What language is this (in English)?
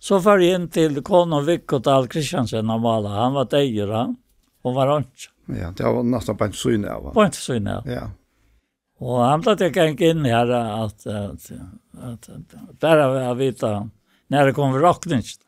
Faroese